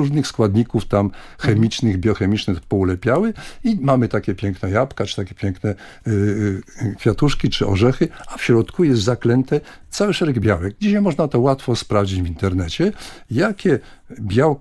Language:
Polish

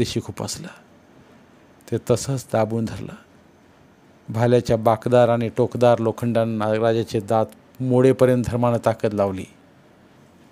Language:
Marathi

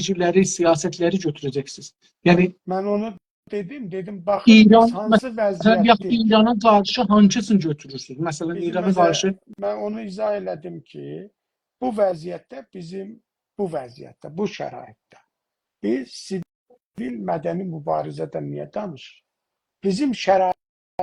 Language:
South Azerbaijani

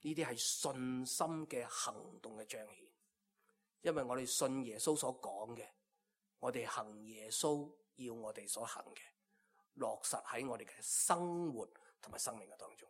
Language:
Cantonese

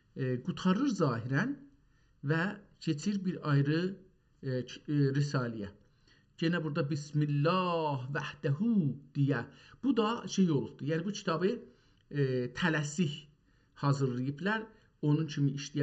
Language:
South Azerbaijani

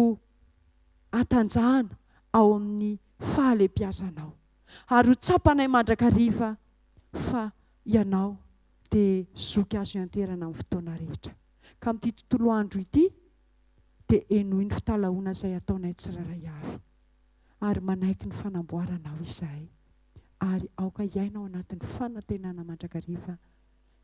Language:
Malagasy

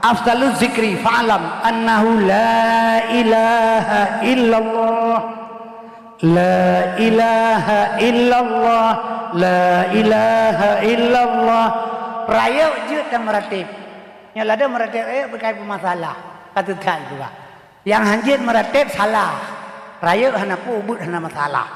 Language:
Achinese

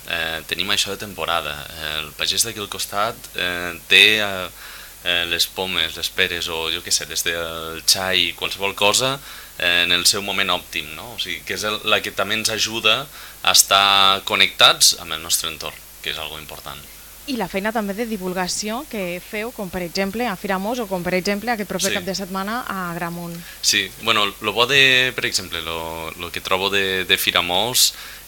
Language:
Catalan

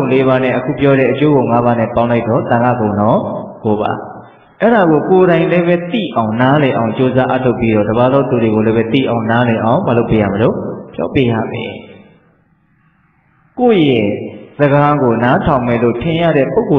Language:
Burmese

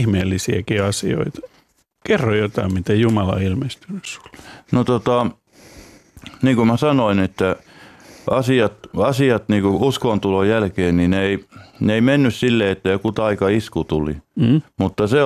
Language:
Finnish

